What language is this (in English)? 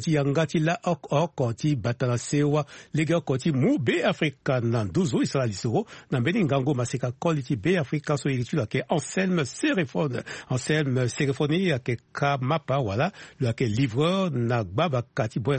Sango